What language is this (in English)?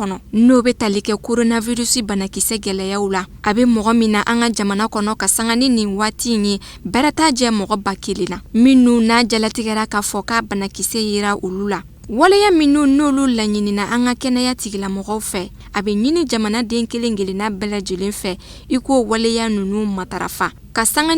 Bambara